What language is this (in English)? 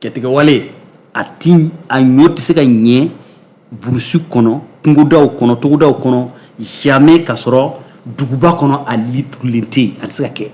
Bambara